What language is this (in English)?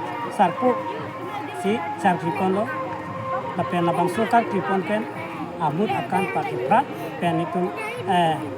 Karbi